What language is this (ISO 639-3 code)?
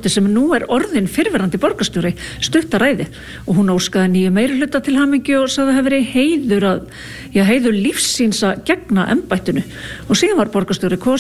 isl